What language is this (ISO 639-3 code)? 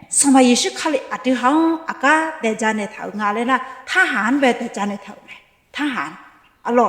ahk